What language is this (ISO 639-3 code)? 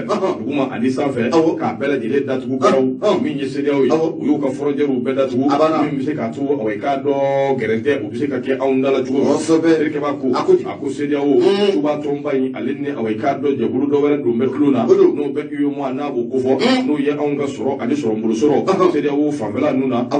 bam